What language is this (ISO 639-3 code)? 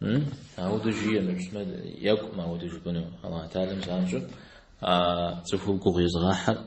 kbd